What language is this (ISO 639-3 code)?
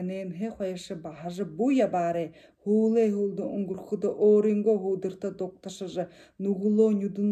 bua